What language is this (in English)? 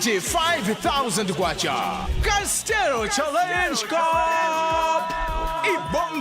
Nyanja